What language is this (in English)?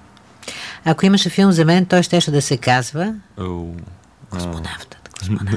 Bulgarian